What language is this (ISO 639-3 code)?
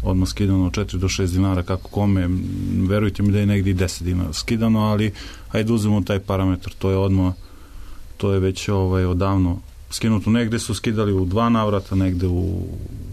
srp